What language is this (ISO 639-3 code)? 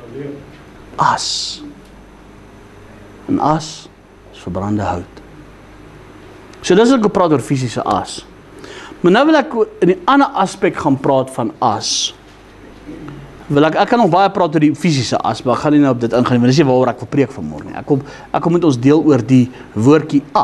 afr